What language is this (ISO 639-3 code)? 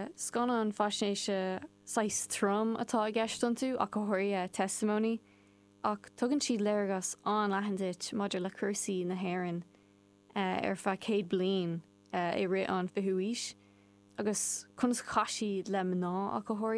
gle